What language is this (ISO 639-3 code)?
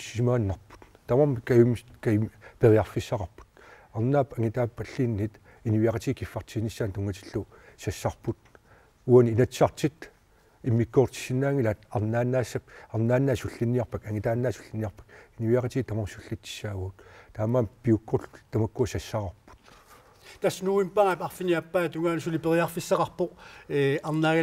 kal